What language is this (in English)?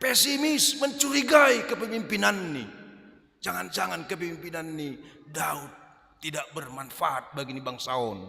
Batak Simalungun